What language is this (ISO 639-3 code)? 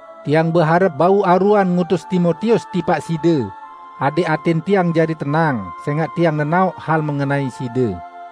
sas